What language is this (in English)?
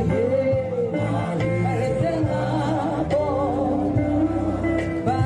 Tswana